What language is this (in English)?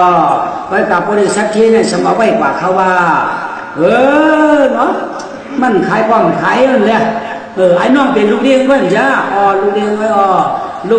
Shan